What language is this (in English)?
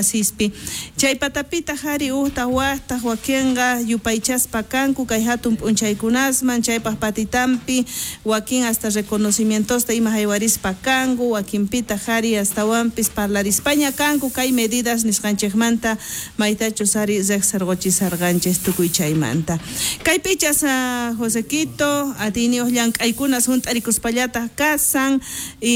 South Bolivian Quechua